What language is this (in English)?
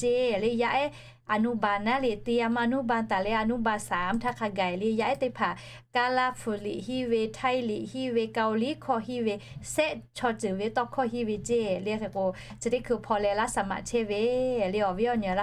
Lahu